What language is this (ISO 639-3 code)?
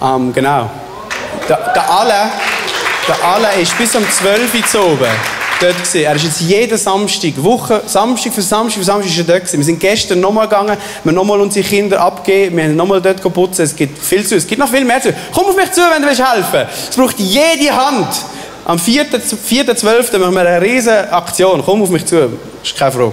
gsw